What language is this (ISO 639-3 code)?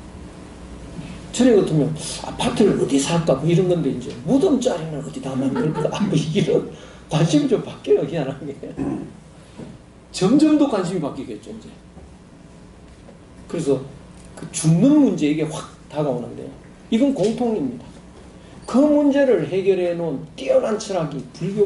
kor